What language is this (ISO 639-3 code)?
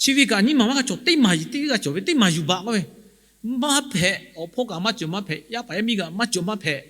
lhu